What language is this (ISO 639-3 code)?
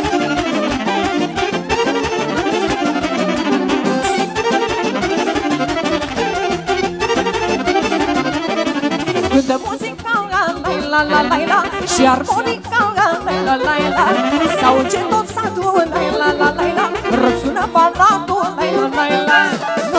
ron